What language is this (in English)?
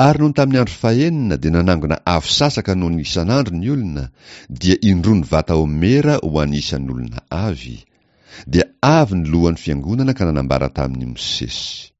Malagasy